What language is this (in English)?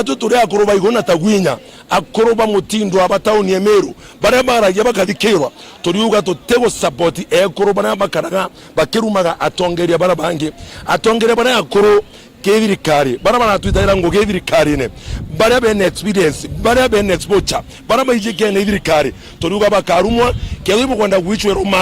Meru